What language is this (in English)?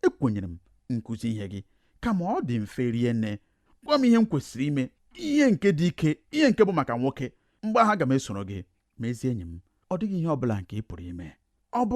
Igbo